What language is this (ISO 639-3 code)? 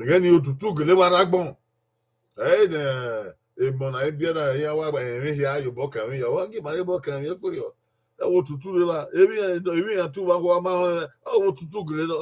bin